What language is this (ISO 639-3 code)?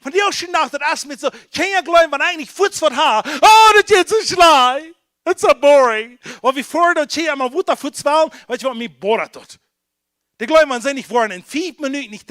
pdt